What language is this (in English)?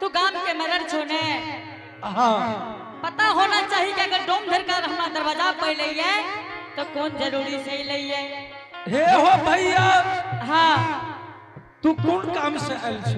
Angika